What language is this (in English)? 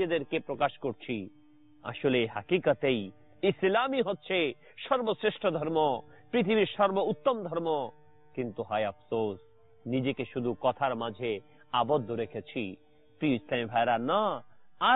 Bangla